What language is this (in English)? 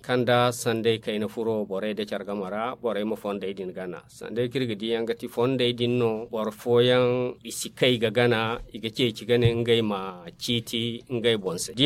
Zarma